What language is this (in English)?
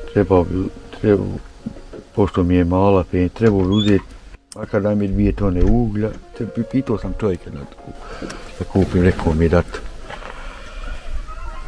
Bosnian